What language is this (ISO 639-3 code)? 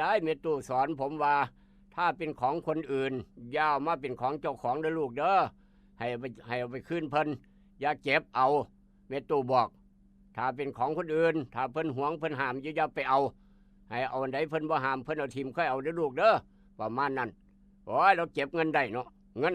tts